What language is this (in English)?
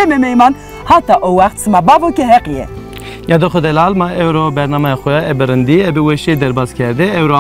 Zaza